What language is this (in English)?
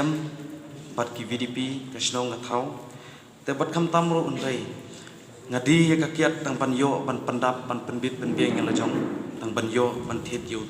Khasi